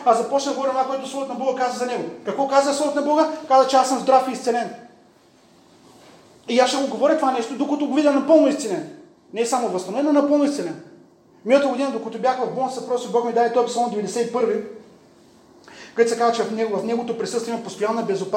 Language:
Bulgarian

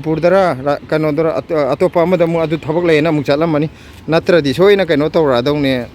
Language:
Manipuri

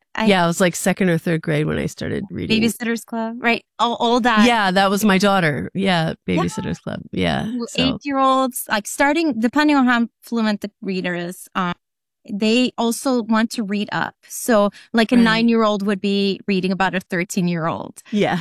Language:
English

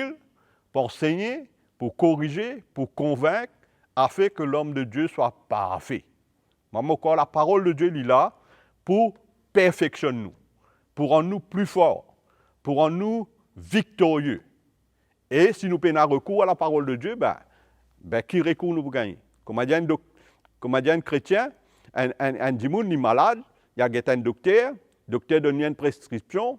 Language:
Morisyen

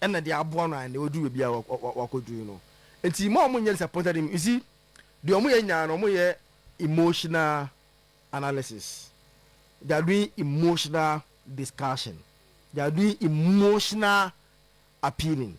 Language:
Akan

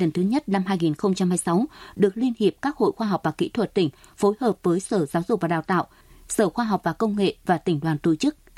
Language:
Vietnamese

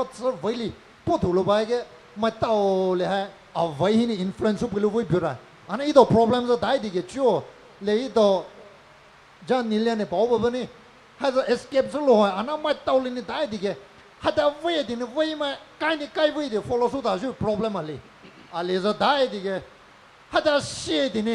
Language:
Poumei Naga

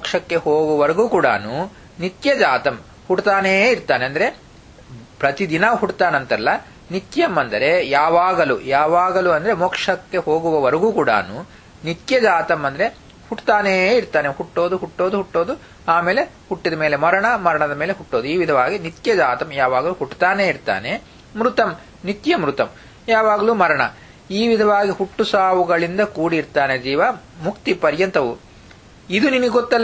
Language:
Kannada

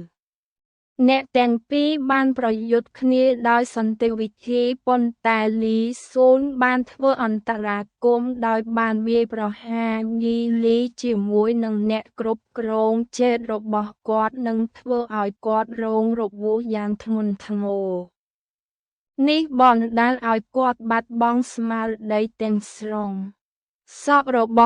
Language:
Khmer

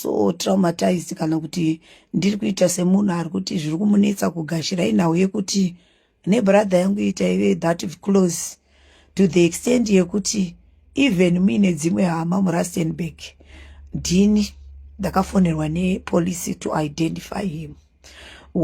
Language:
Shona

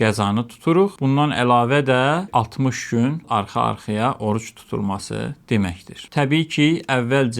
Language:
Azerbaijani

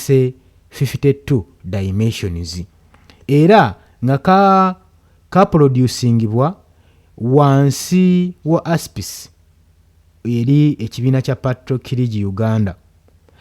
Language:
Ganda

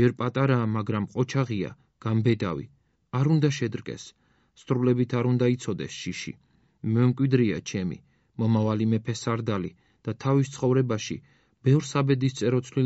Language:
Georgian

